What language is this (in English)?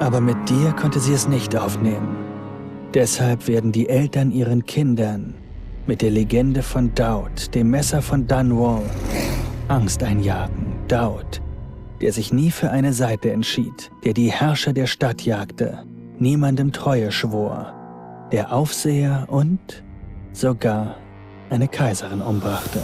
Bavarian